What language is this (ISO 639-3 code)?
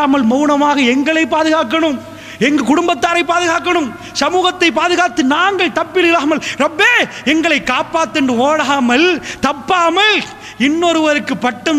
tam